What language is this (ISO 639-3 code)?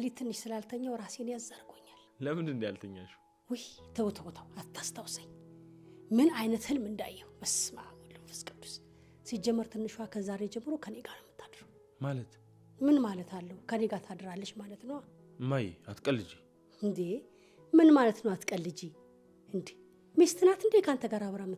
amh